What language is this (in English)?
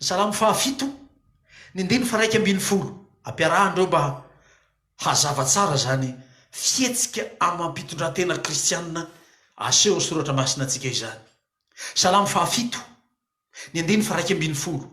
Malagasy